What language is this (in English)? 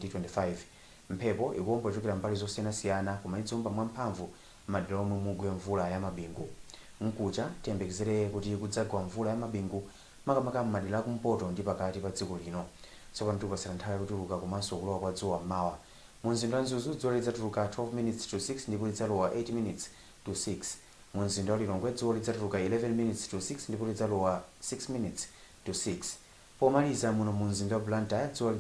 Nyanja